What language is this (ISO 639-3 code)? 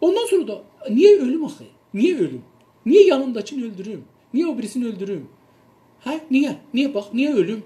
azb